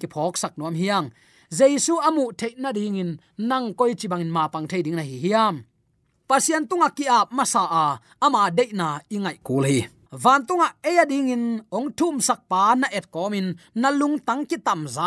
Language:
Tedim Chin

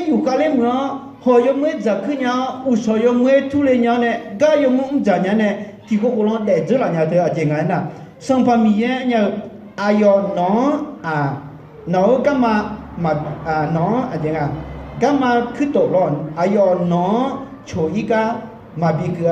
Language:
Akha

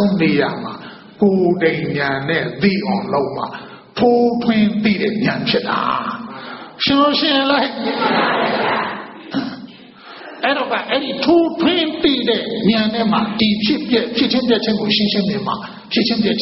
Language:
Burmese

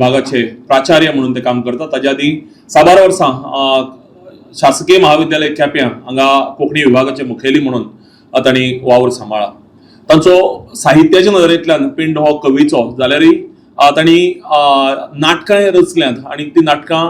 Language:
Konkani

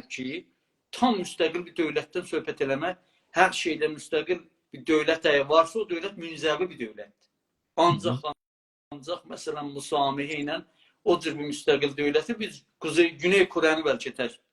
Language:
South Azerbaijani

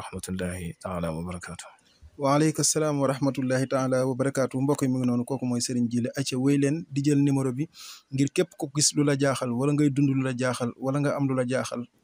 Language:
Wolof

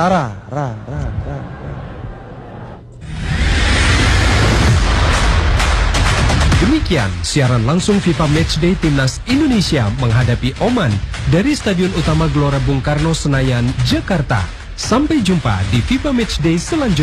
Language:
Indonesian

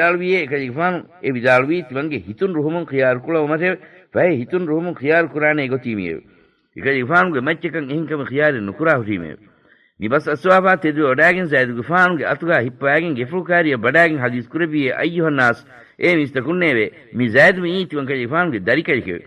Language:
Divehi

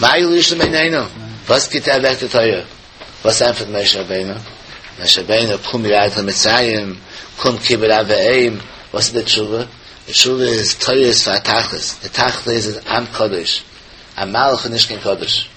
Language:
Yiddish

